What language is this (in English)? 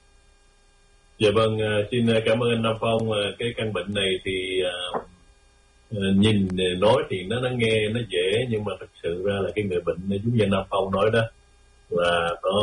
Vietnamese